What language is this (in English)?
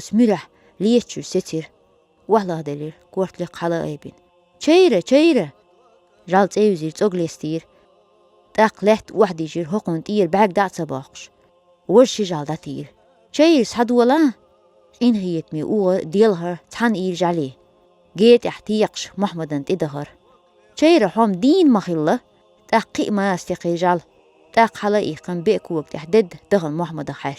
Chechen